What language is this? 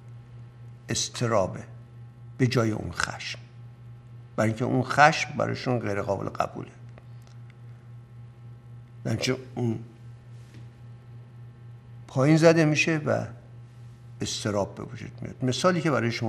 Persian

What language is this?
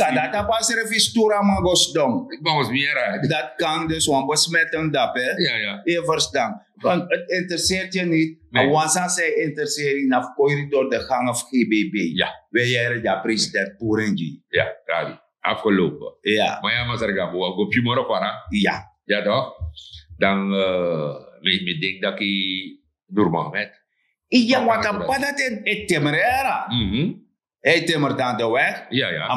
Sranan Tongo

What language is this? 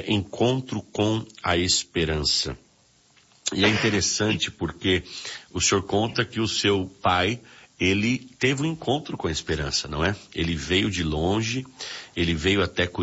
Portuguese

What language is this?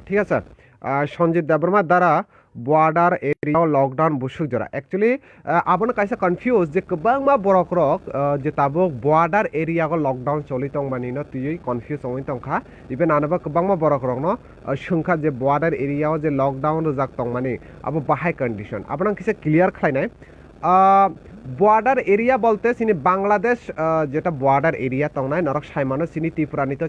Kok Borok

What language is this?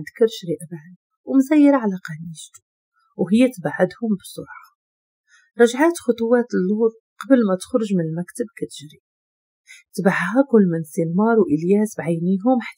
Moroccan Arabic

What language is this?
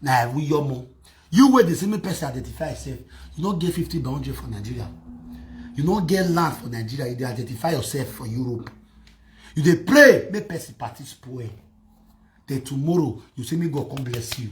Nigerian Pidgin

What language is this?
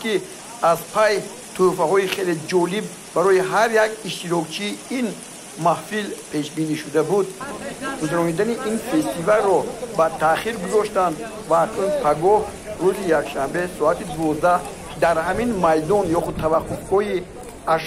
Tajik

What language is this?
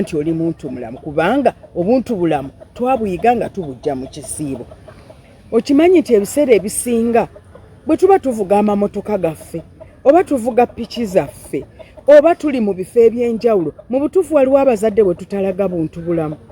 Ganda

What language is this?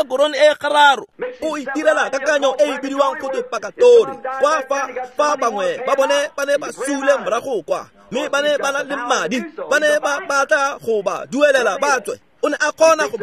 Tswana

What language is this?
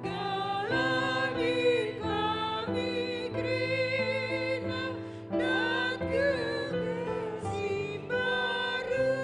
Batak Karo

